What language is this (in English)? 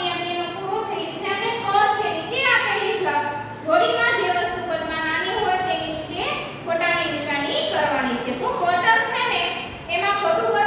Gujarati